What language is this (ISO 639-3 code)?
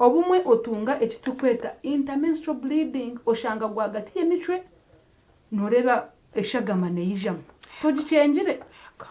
nyn